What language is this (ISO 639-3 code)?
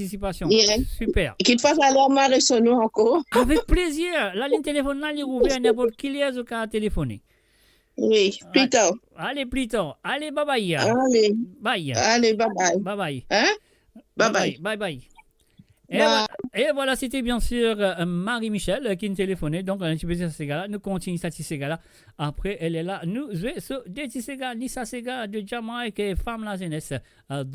mfe